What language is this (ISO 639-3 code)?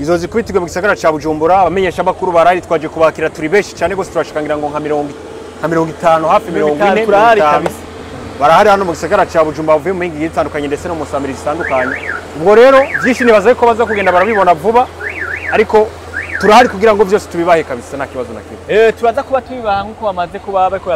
run